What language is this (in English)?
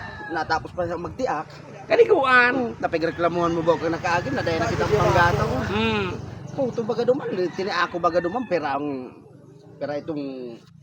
Bikol